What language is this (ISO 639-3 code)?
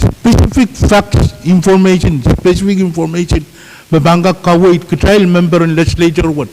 pon